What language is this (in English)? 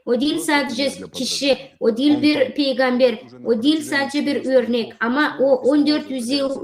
Gagauz